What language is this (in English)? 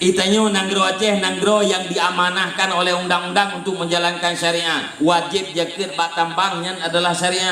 Achinese